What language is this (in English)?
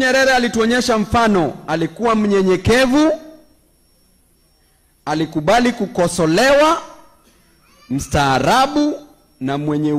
Swahili